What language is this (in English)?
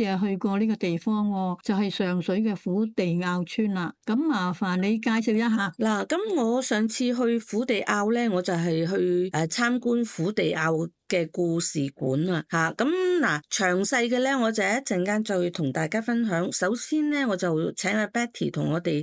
Cantonese